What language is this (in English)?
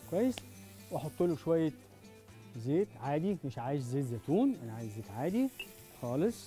Egyptian Arabic